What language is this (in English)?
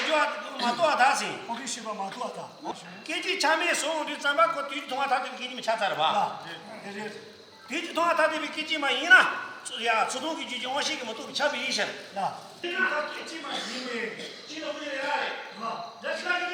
Tibetan